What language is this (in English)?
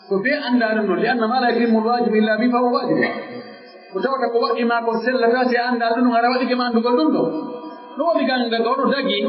Pular